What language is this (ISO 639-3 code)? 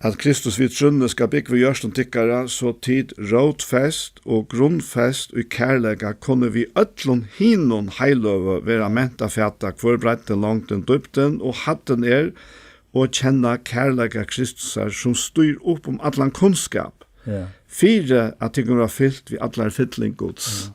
fao